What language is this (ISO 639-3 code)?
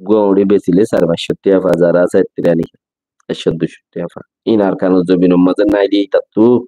rhg